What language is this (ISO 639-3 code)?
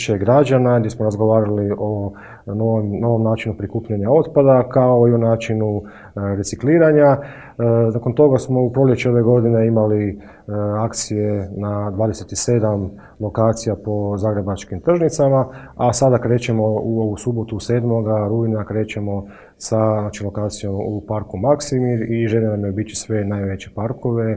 hrv